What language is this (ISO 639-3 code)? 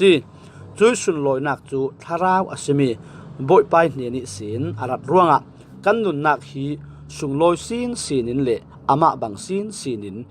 cfm